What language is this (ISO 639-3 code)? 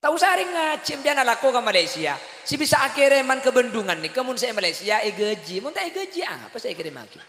mad